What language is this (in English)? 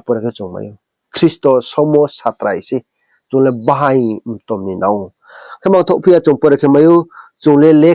Riang (India)